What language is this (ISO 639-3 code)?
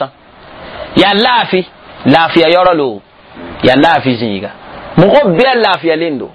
mos